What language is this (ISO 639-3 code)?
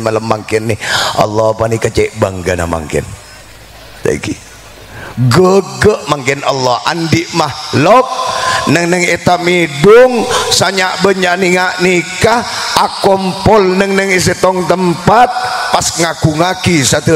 mad